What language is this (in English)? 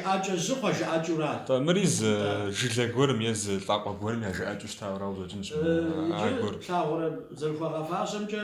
Kabardian